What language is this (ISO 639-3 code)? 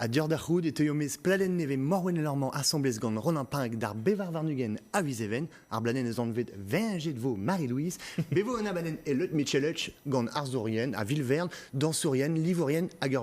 bre